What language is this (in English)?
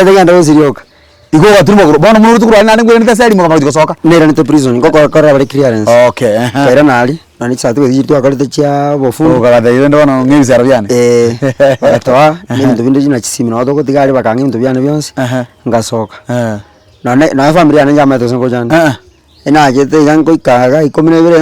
Gusii